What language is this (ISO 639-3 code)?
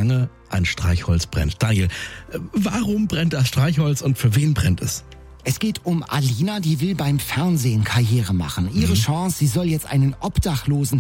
deu